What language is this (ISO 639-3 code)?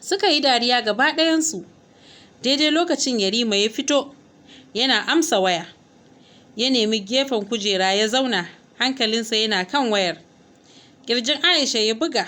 hau